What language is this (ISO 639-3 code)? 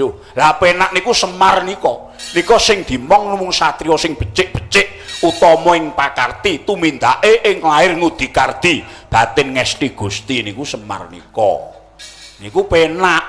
jav